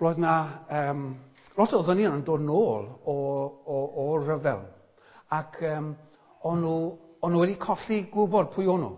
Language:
Welsh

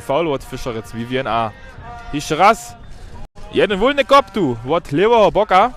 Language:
Upper Sorbian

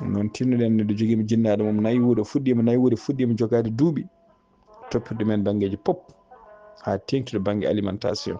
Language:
Fula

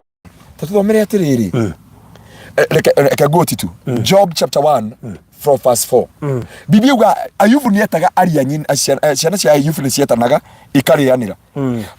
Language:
Kikuyu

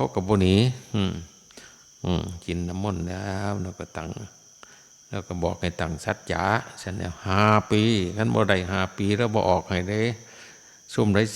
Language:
Northeastern Thai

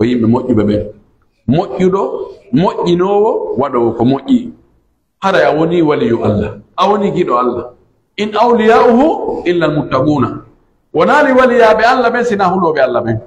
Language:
Pular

